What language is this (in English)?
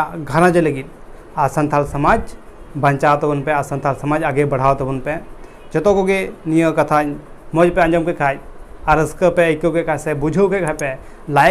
Santali